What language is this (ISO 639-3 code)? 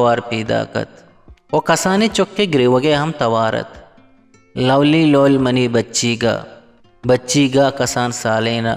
bgp